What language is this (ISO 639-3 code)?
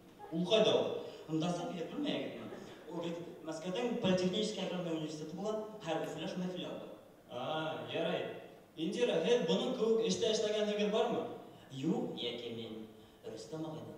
bak